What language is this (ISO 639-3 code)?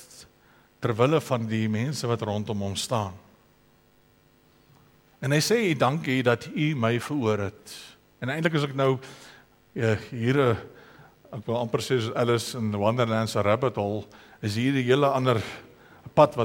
afr